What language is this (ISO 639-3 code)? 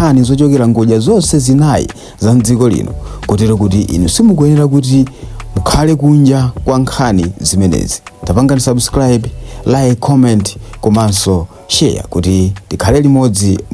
nya